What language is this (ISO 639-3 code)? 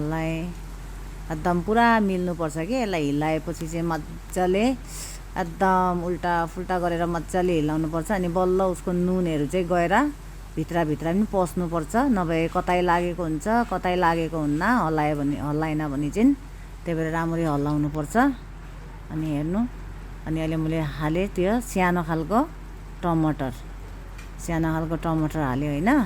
nep